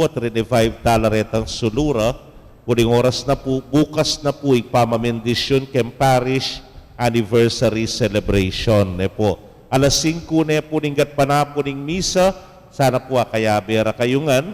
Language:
Pampanga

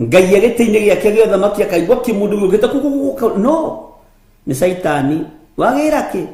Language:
Kikuyu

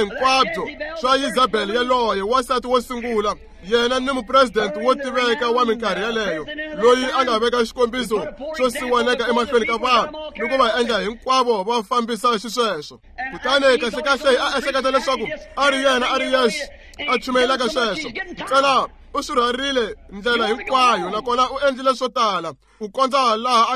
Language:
Tsonga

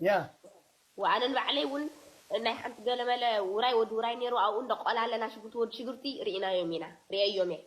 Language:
Tigrinya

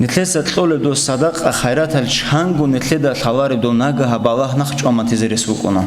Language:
Avaric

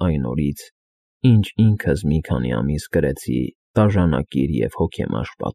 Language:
Armenian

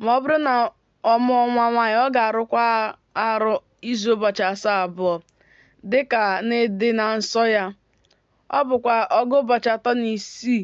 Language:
Igbo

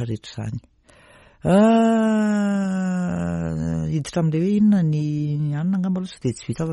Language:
Malagasy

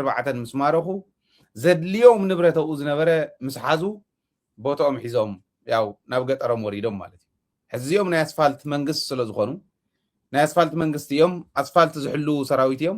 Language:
Tigrinya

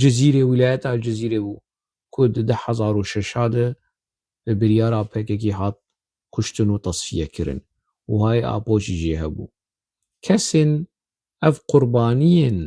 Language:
Kurdish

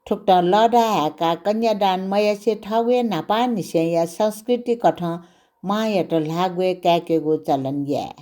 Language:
Newari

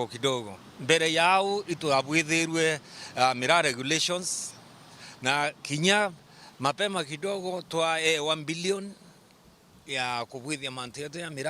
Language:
Meru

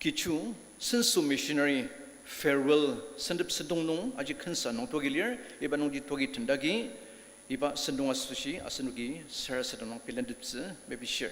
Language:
Ao Naga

